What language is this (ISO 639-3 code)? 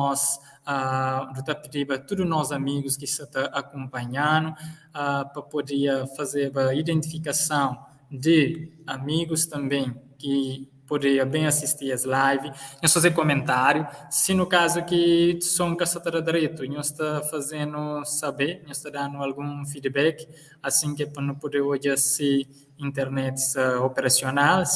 kea